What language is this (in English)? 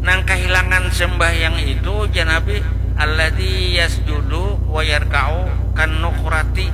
Banjar